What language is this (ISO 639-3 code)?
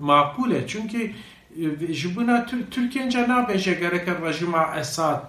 kur